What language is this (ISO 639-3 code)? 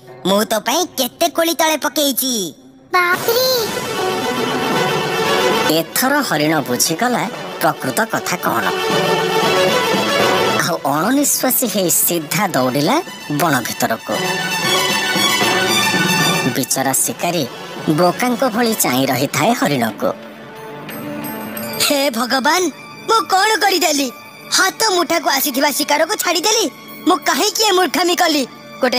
ori